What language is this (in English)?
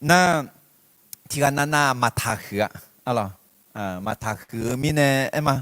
Akha